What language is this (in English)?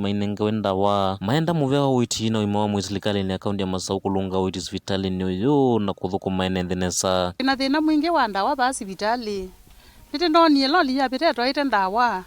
Kamba